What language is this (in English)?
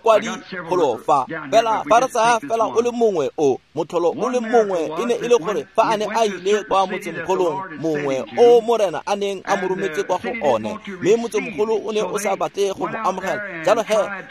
Tswana